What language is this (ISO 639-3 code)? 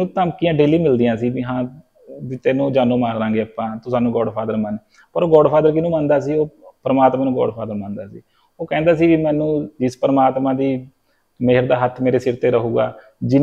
pan